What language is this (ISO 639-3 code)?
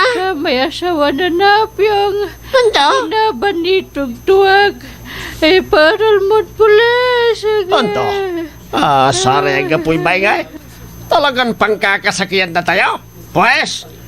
pag